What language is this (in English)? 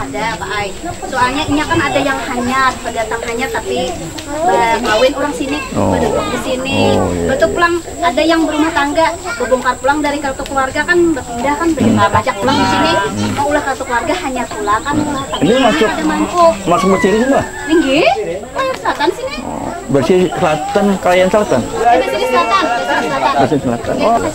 Banjar